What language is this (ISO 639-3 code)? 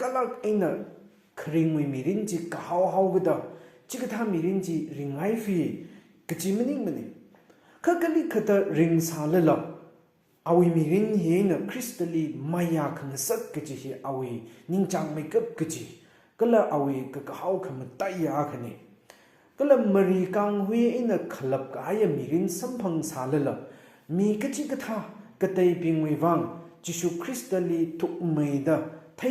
nmf